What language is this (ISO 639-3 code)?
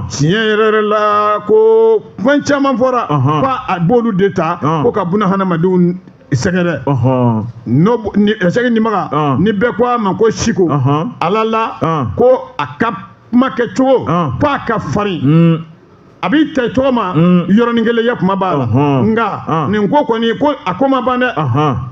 bam